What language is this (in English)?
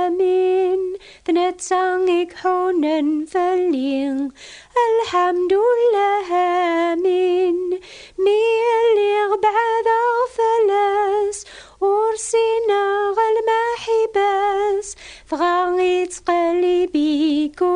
Kabyle